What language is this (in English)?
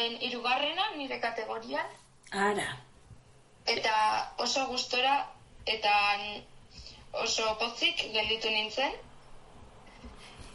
Basque